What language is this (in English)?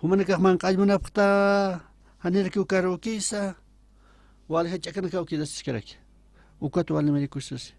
Aymara